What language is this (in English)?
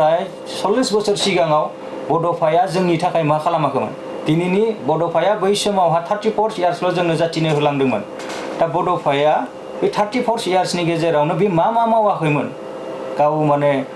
Bodo